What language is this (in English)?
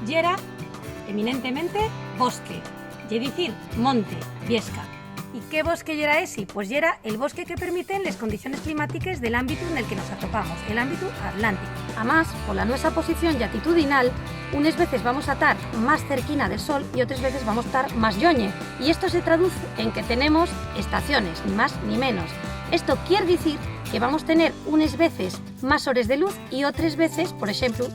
Asturian